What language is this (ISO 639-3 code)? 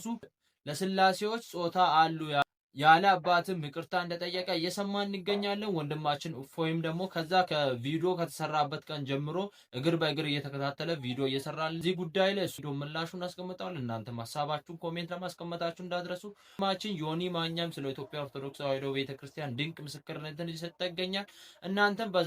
amh